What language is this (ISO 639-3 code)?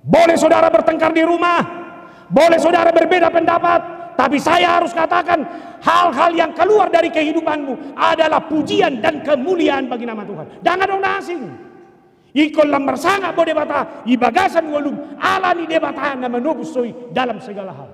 bbc